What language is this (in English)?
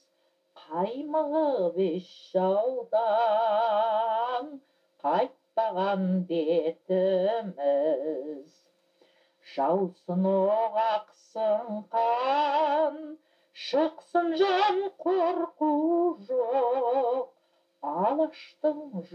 Kazakh